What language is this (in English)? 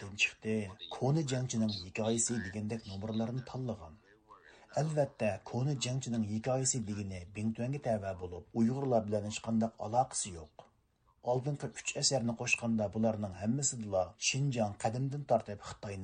Uyghur